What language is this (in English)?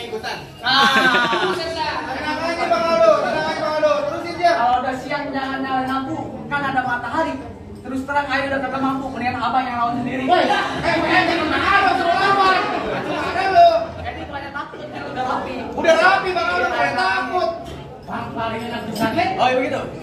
Betawi